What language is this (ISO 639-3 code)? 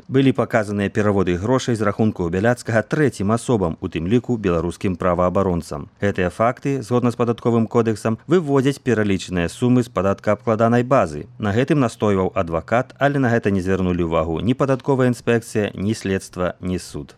bel